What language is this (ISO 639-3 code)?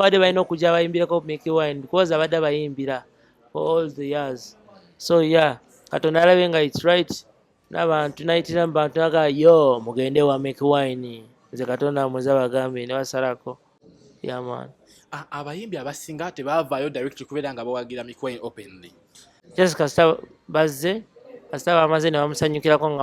lug